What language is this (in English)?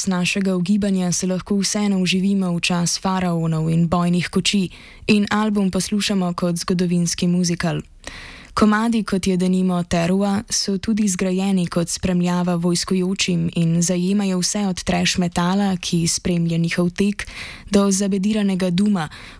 Slovenian